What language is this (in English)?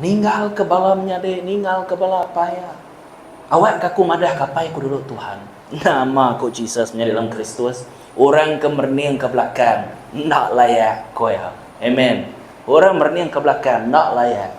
Iban